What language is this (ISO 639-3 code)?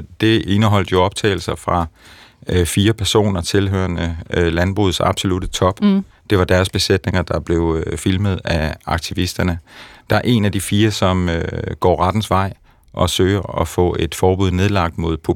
dan